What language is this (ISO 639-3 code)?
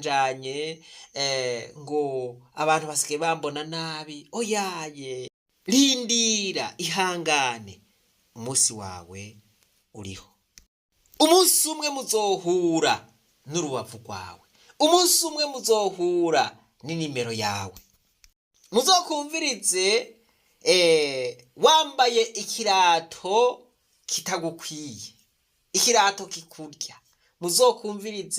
run